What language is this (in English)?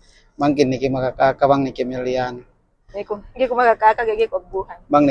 Yakan